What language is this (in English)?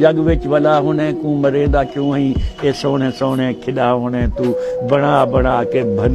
Saraiki